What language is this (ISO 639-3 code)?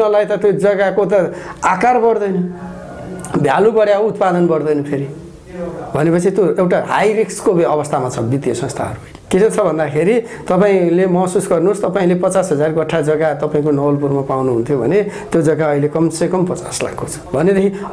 nep